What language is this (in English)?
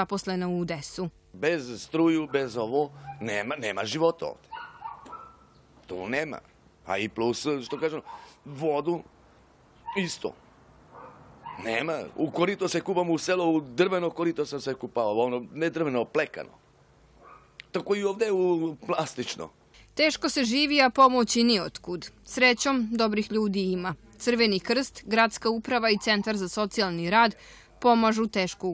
Serbian